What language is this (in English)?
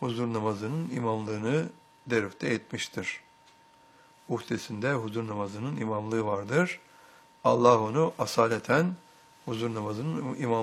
Turkish